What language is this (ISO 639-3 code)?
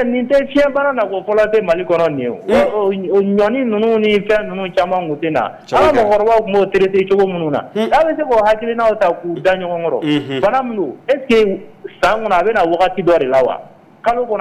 bam